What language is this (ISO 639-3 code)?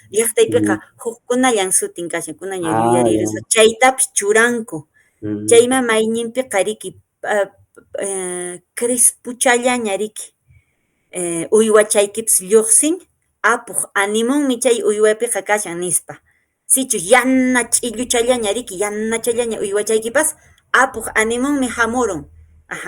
que